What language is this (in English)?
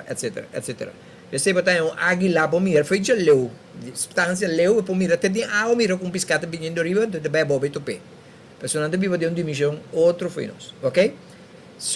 Papiamento